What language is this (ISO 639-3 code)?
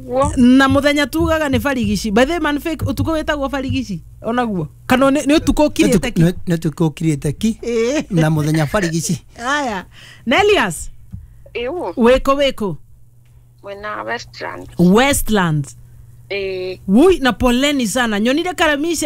kik